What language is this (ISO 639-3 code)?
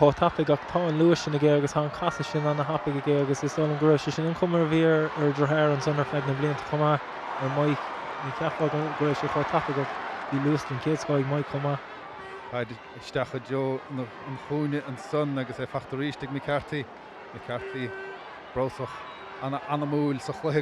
gle